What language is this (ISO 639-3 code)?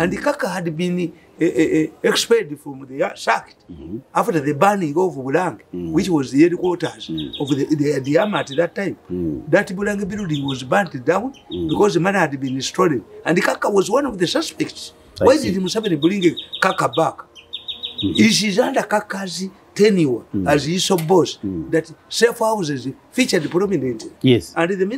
eng